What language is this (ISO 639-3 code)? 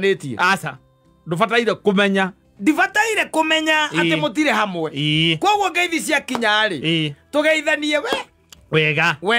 kik